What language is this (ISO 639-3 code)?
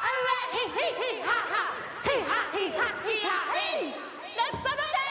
mri